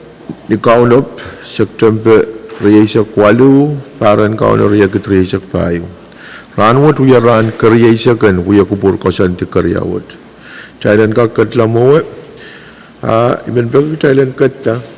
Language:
Pohnpeian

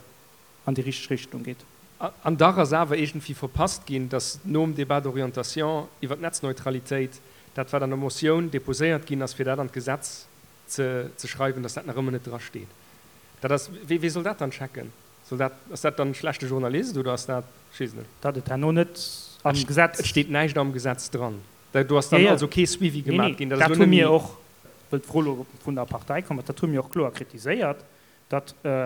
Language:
Luxembourgish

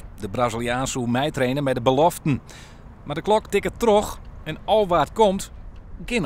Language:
Western Frisian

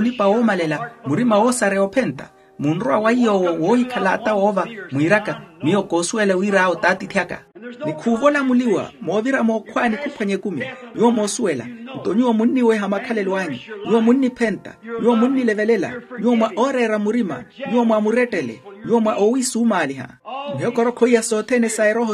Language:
Makhuwa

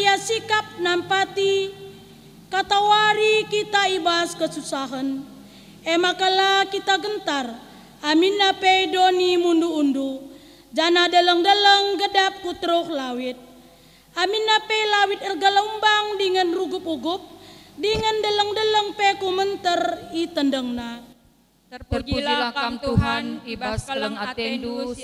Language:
Batak Karo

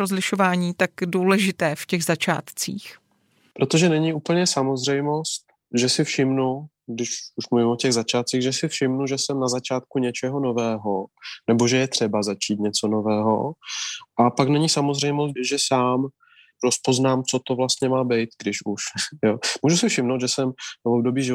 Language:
Czech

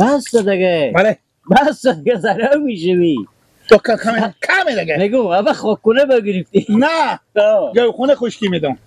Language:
Persian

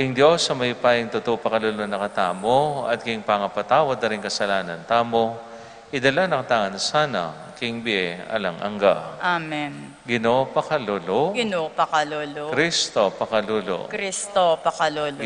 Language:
Pampanga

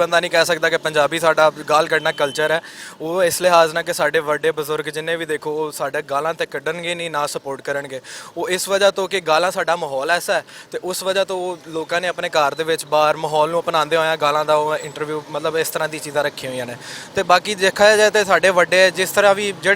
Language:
Western Panjabi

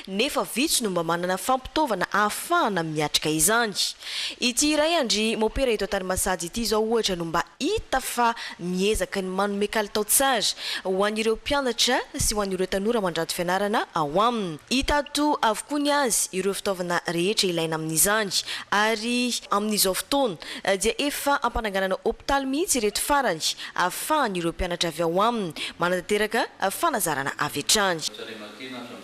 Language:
Malagasy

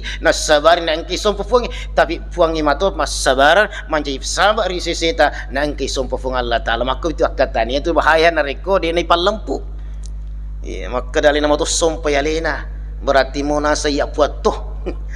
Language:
Buginese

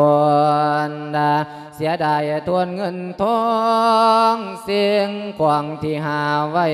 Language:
Lao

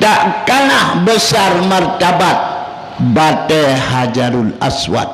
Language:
Achinese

